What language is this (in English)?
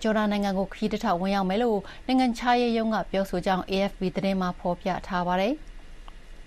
Burmese